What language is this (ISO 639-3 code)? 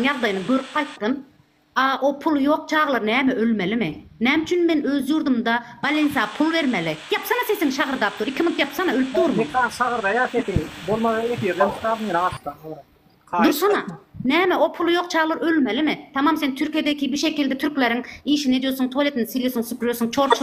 tuk